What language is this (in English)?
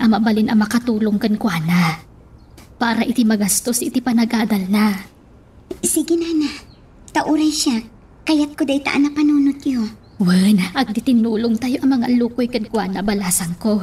Iloko